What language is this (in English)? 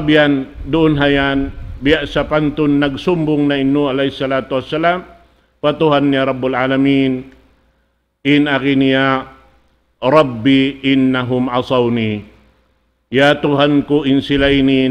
Tausug